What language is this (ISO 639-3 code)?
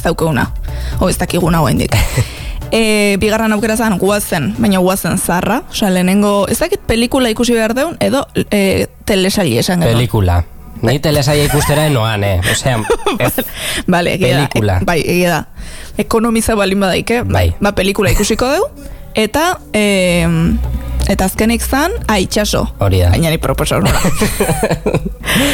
eus